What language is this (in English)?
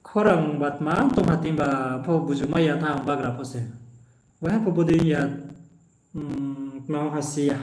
Riang (India)